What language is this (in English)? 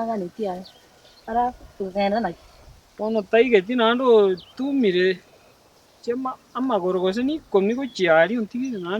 Gusii